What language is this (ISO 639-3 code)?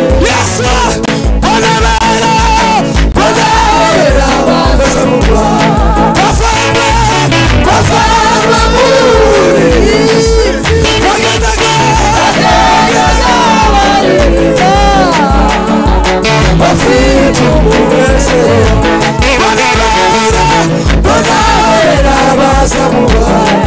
kin